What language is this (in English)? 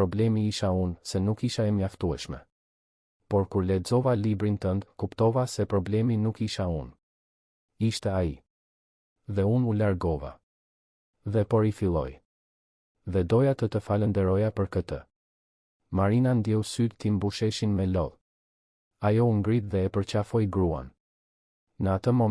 Albanian